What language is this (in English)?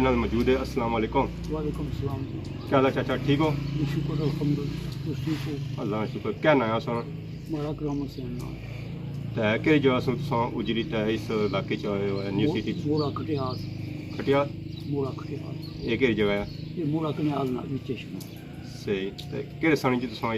Pahari-Potwari